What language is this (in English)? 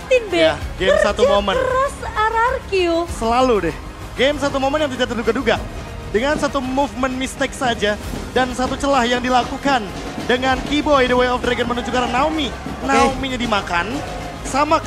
Indonesian